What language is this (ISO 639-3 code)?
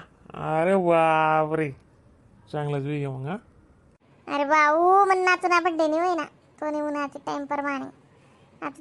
khn